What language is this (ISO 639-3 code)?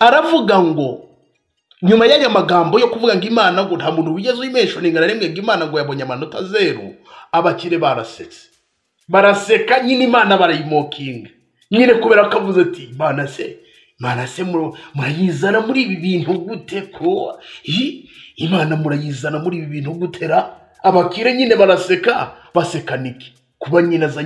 kin